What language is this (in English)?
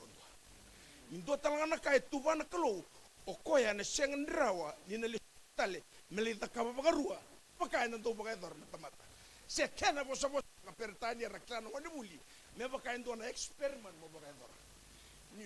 Fijian